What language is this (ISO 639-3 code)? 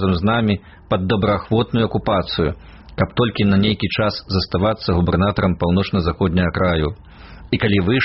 bel